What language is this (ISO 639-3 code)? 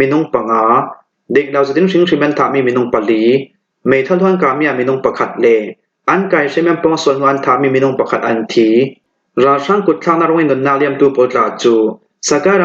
cfm